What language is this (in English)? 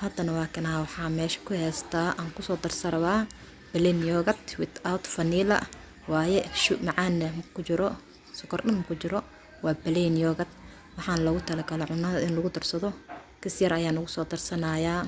Somali